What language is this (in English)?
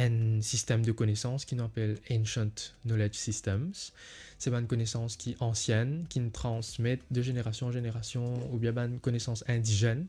Morisyen